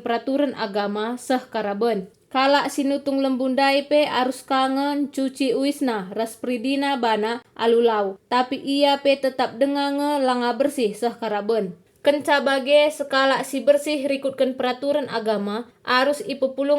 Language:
Batak Karo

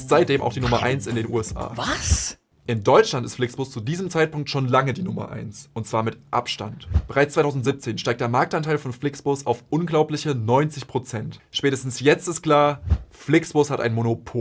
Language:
Swiss German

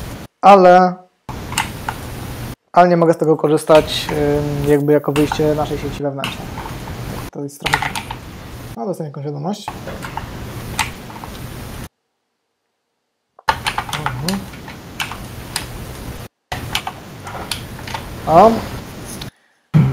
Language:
Polish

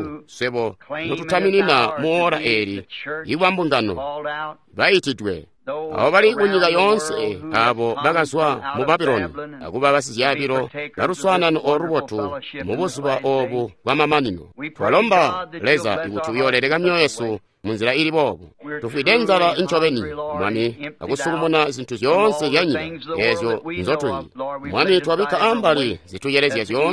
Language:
Tonga (Zambia)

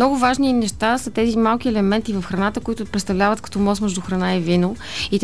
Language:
Bulgarian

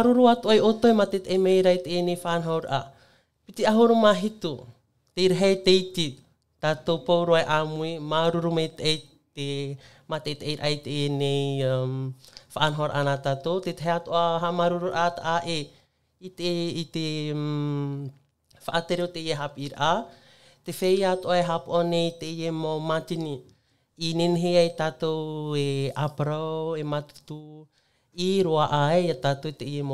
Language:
Tahitian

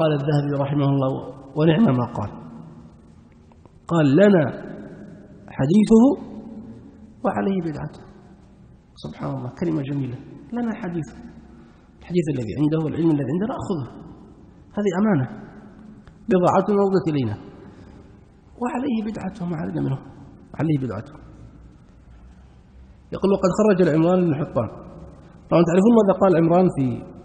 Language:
Arabic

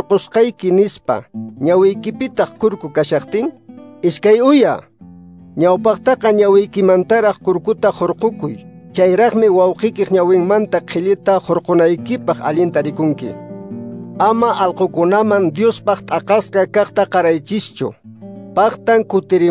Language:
Quechua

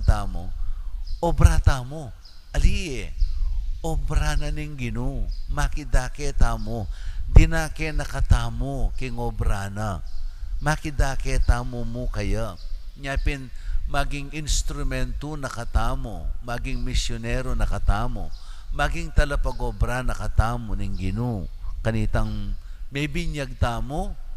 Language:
Pampanga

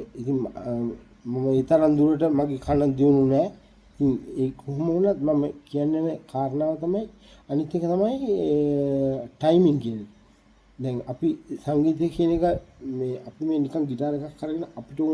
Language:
Sinhala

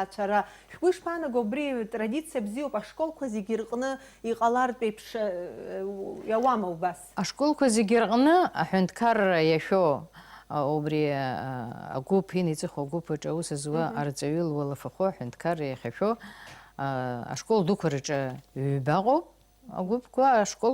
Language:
Abkhazian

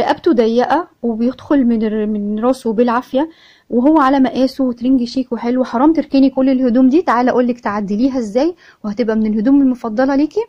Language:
Egyptian Arabic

